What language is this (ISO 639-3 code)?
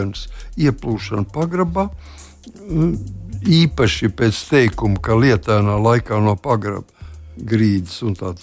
lav